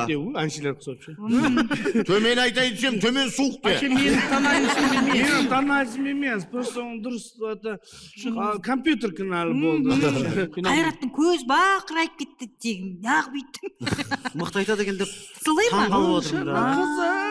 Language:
Kazakh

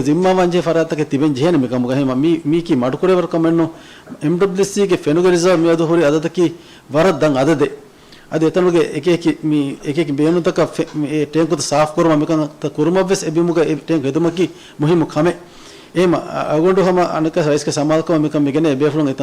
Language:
Divehi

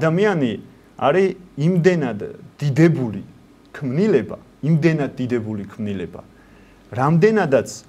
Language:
Georgian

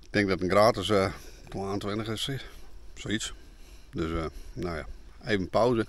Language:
Western Frisian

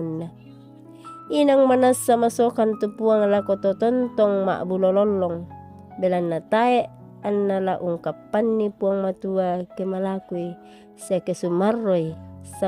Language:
Toraja-Sa'dan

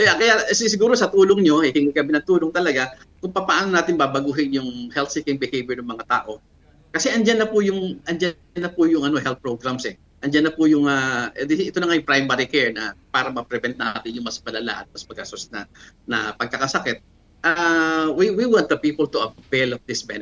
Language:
Filipino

